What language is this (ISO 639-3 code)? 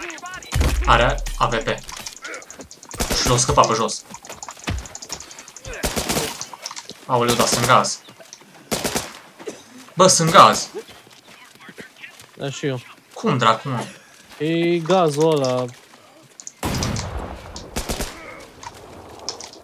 ron